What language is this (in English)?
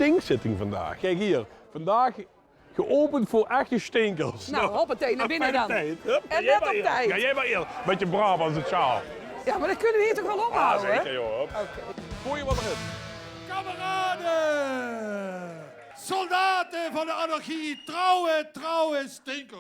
Limburgish